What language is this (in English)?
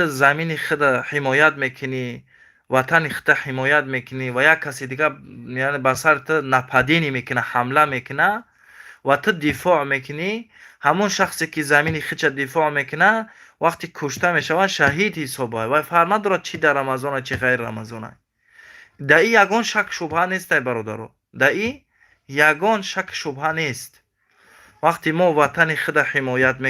Tajik